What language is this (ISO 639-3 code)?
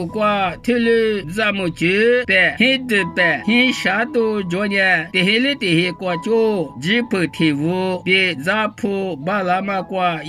lis